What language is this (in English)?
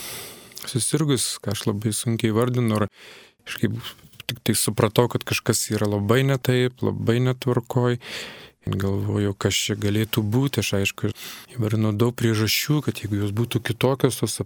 Lithuanian